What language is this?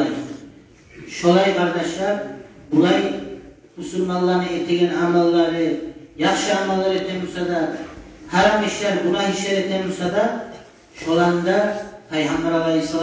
Kumyk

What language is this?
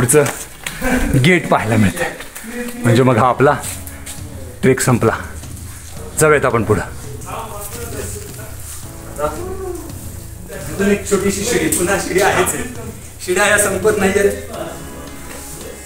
Marathi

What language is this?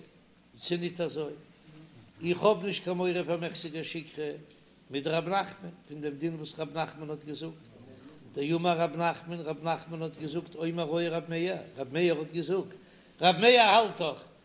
Yiddish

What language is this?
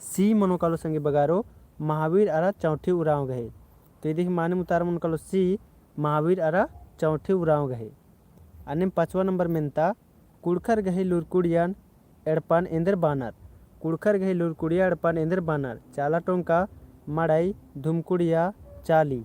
Kurukh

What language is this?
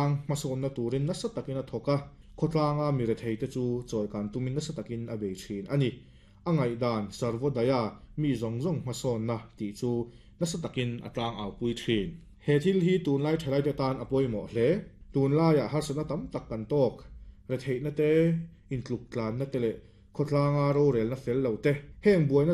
Mizo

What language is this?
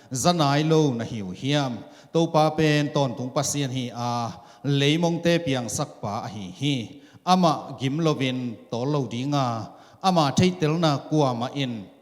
Tedim Chin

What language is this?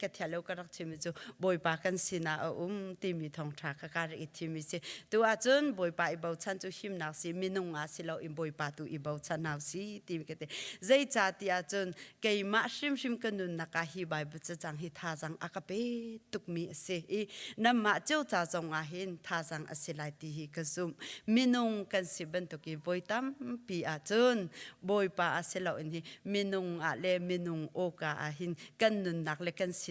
Hakha Chin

